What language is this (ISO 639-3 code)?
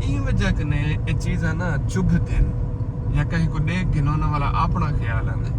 skr